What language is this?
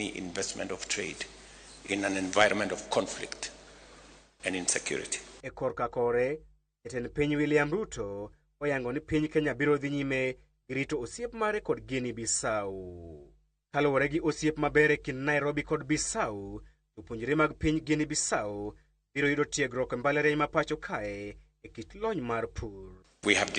Luo (Kenya and Tanzania)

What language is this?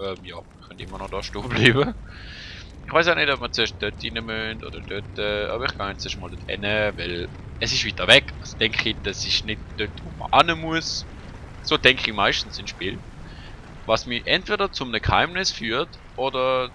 Swiss German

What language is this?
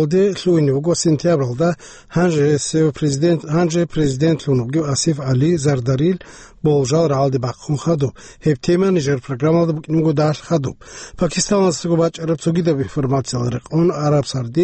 Avaric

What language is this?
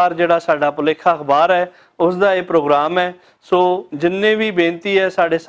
Western Panjabi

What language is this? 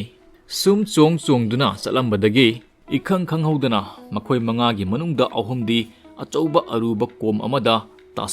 Manipuri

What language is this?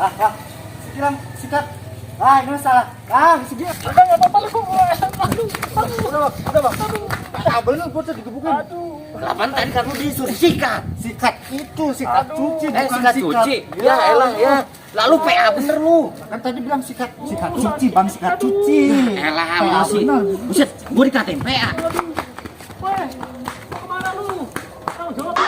Betawi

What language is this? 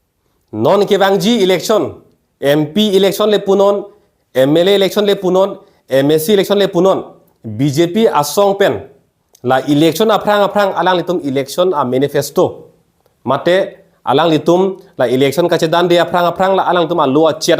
Karbi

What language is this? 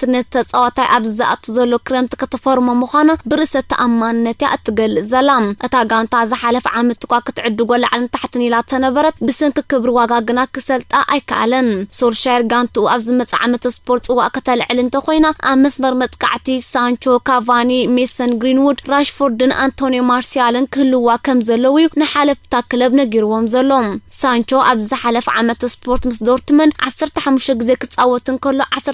Tigrinya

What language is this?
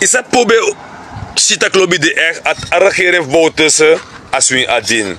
Sranan Tongo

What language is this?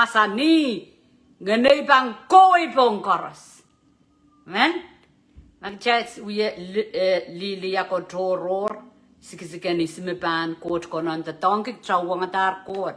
Pohnpeian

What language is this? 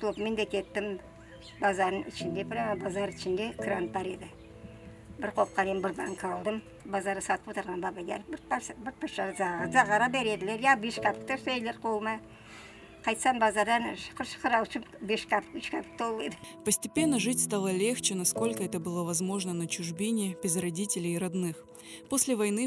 Crimean Tatar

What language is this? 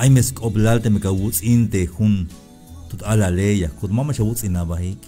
Tzeltal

